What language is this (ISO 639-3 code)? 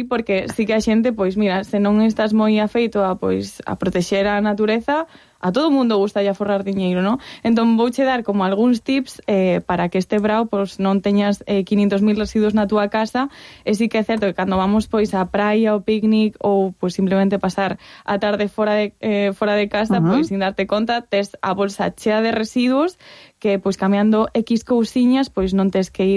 glg